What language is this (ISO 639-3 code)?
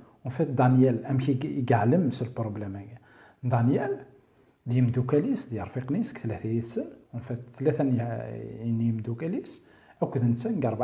kab